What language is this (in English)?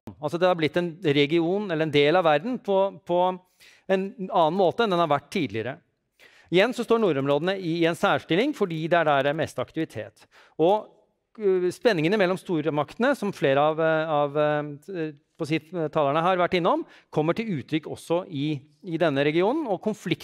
Norwegian